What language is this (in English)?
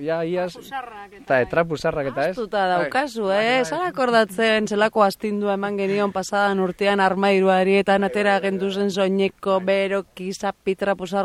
Basque